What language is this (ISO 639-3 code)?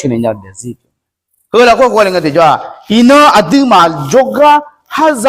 ahk